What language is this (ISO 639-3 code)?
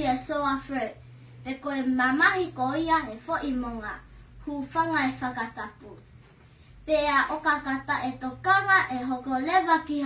ton